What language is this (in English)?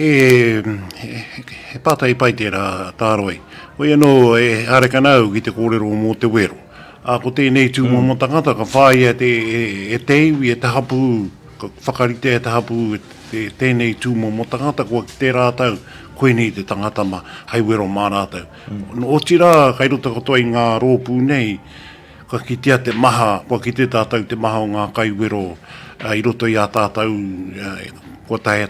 Māori